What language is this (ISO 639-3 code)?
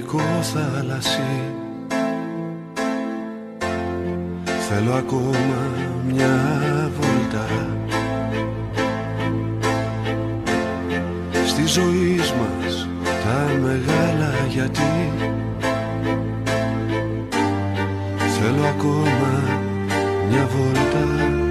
ell